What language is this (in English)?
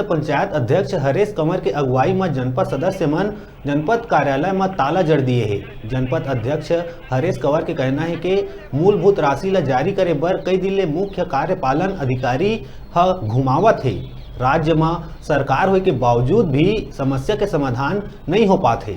Chhattisgarhi